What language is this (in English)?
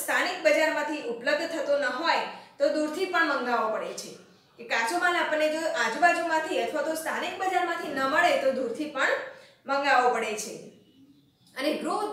Gujarati